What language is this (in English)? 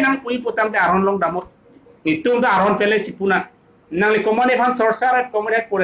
Karbi